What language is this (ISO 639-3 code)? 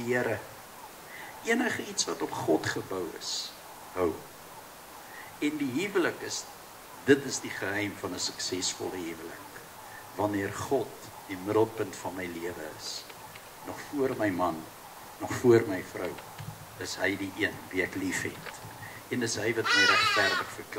afr